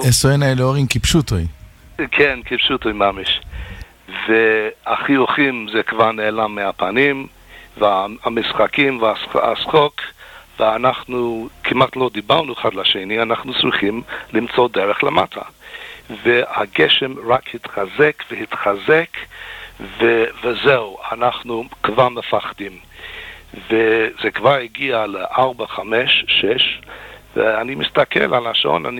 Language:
Hebrew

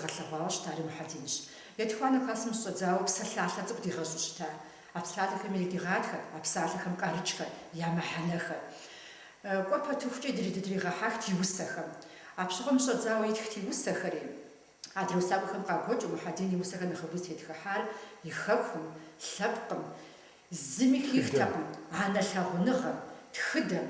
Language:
Kabardian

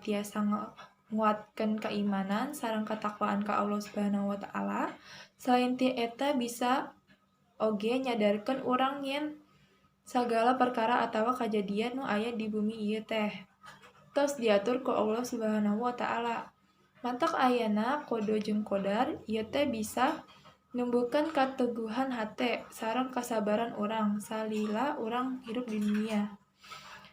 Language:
Sundanese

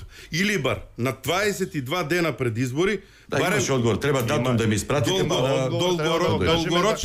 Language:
Macedonian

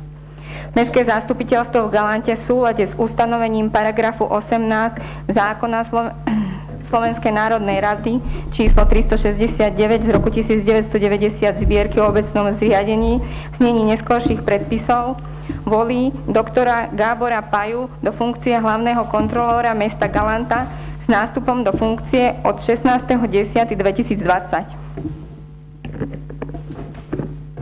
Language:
Slovak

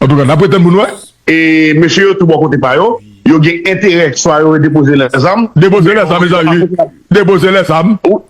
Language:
Haitian Creole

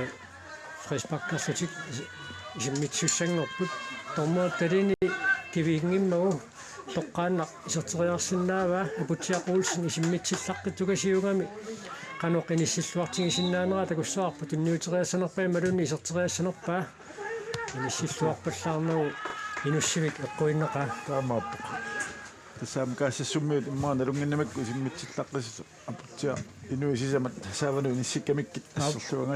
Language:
Kalaallisut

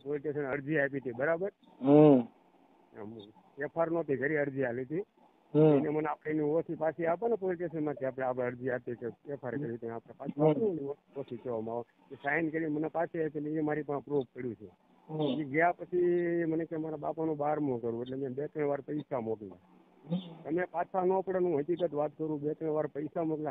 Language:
Gujarati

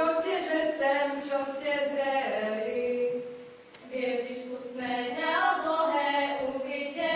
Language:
Slovak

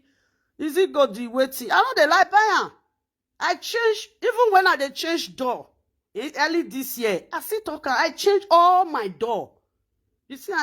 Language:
Nigerian Pidgin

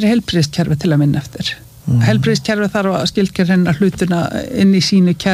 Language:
Icelandic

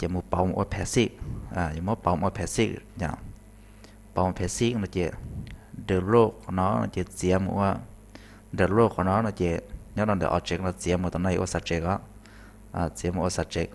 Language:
Hmong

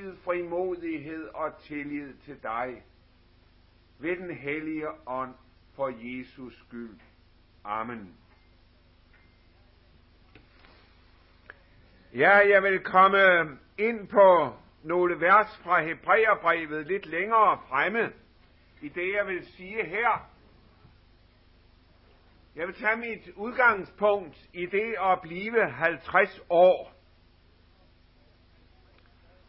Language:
Danish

